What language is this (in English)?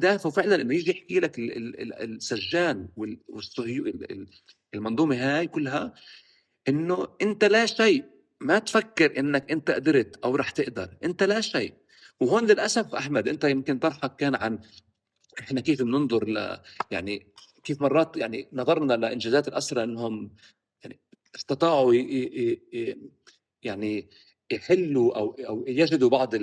North Levantine Arabic